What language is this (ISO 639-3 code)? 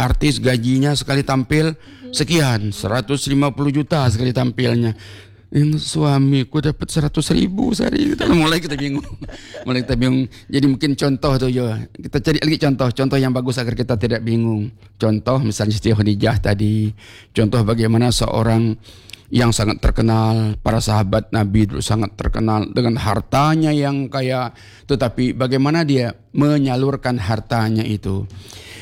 ind